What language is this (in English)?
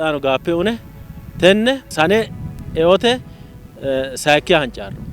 Sidamo